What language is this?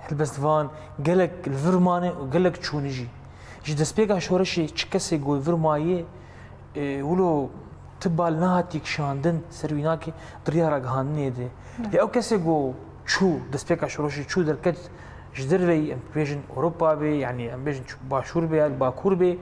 Kurdish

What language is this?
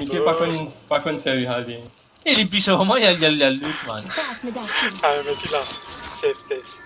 Morisyen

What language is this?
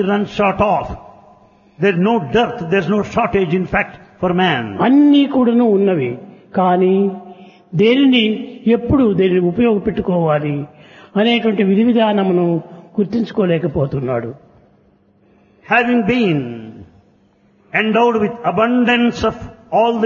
Telugu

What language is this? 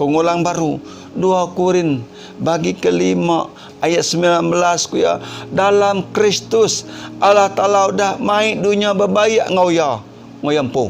Iban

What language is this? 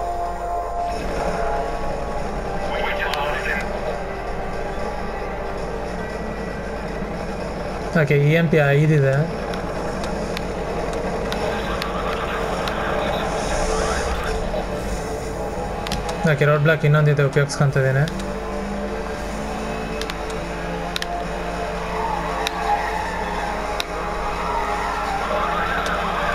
Kannada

